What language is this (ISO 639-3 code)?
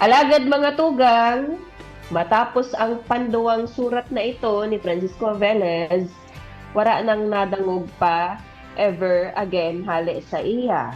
bik